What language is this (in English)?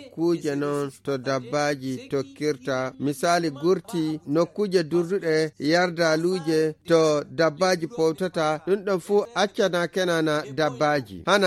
Nigerian Fulfulde